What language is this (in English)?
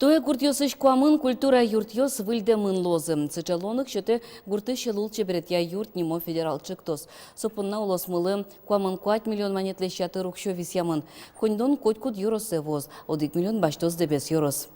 Udmurt